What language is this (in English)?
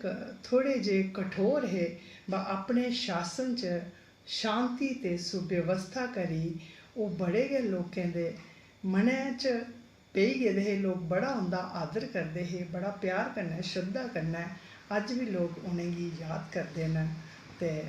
Dogri